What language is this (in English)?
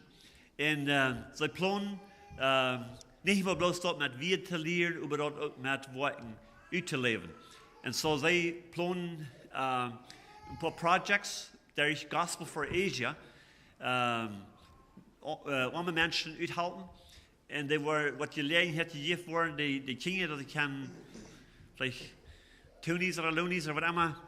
Plautdietsch